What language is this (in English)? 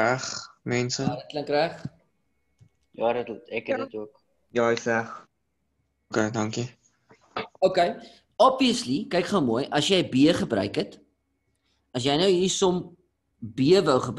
Afrikaans